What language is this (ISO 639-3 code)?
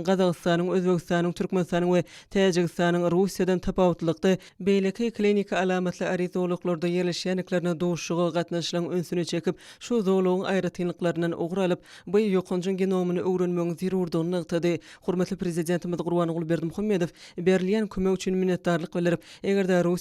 tuk